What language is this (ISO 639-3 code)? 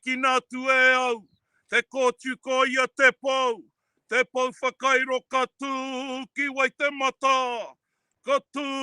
mri